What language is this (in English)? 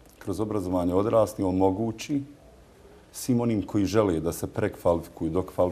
Bosnian